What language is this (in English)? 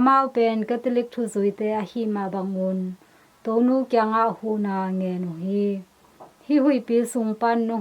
Tedim Chin